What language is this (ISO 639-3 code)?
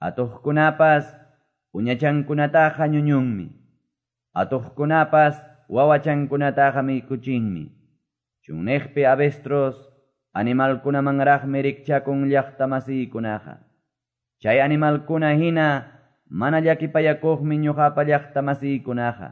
que